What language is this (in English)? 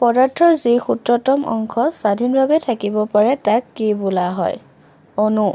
Assamese